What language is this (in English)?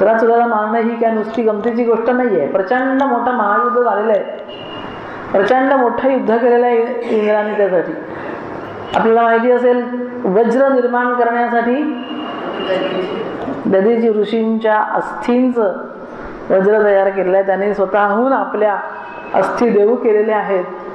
Marathi